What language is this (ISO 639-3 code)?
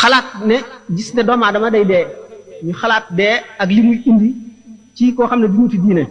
wol